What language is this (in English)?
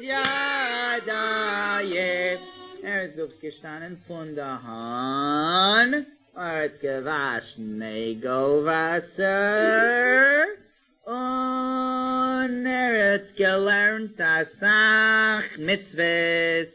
Yiddish